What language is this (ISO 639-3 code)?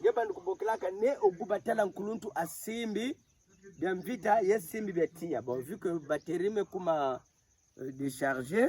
ktu